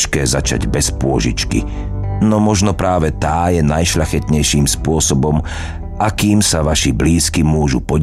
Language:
Slovak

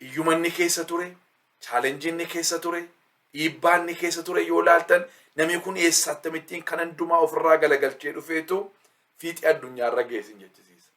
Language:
Oromo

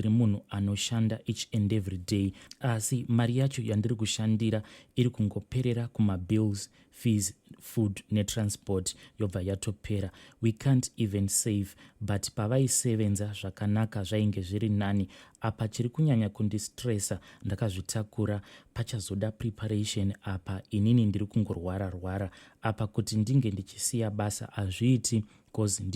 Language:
Shona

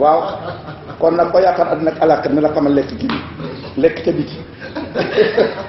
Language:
Wolof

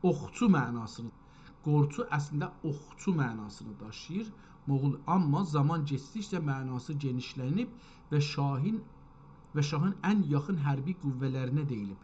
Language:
South Azerbaijani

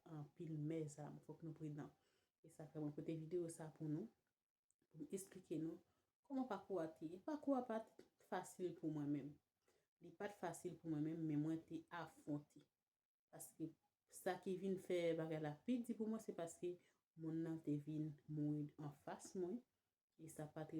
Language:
Haitian Creole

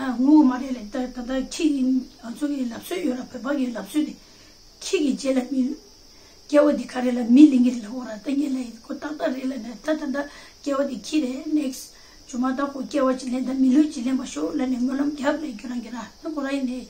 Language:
Tibetan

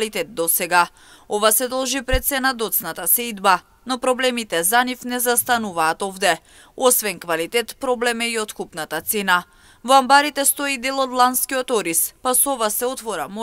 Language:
Macedonian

